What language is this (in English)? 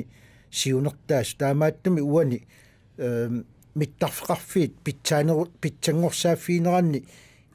Kalaallisut